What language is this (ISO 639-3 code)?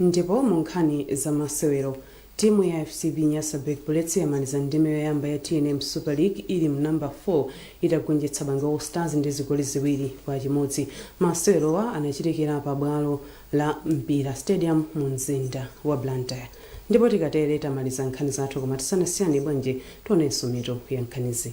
nya